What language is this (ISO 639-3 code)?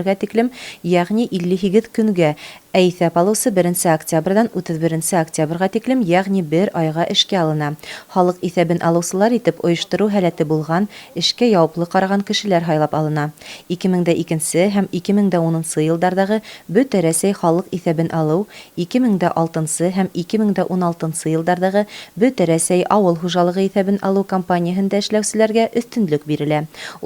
bak